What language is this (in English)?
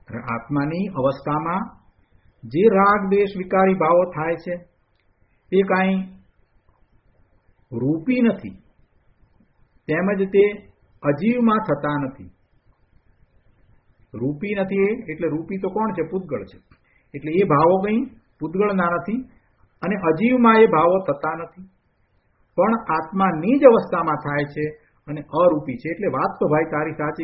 Gujarati